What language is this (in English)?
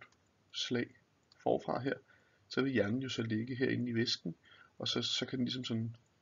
Danish